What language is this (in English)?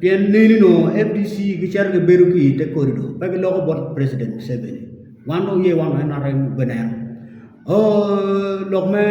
Acoli